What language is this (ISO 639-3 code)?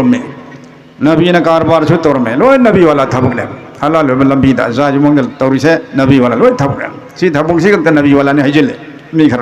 mni